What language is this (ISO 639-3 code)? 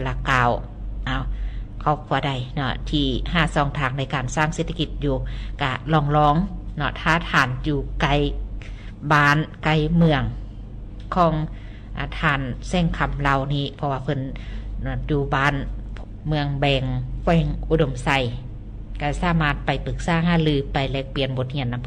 lao